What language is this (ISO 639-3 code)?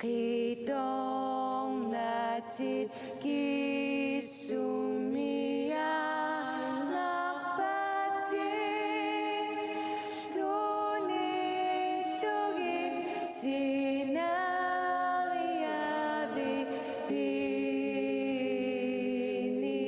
kal